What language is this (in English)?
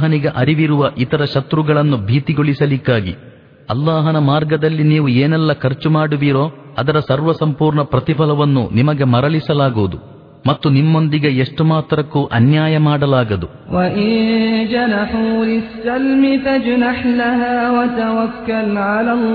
Kannada